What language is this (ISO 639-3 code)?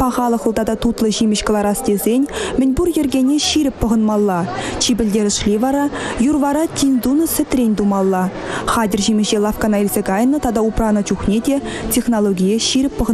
chv